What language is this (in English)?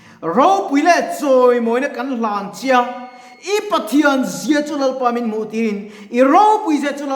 Mizo